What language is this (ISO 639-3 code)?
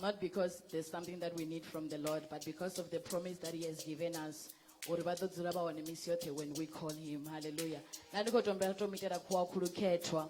ven